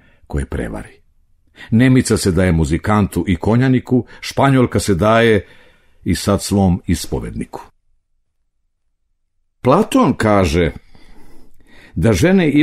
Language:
Serbian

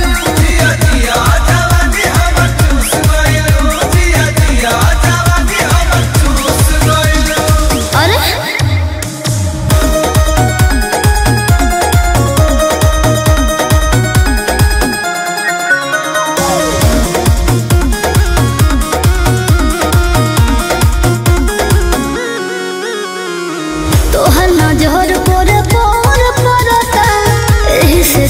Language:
Bhojpuri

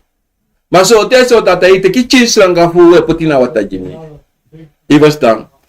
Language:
Sranan Tongo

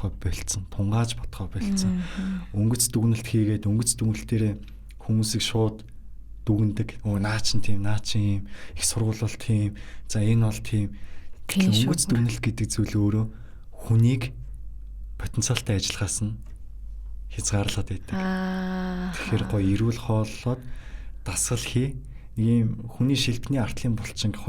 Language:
Mongolian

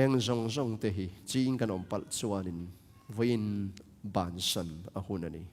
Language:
Tedim Chin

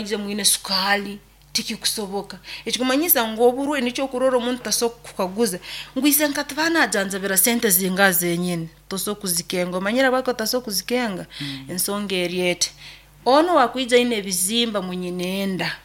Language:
Nyoro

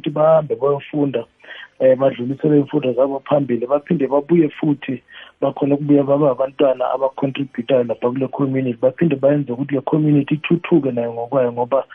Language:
South Ndebele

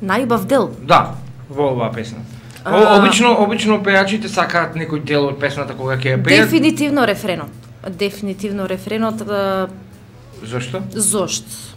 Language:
Macedonian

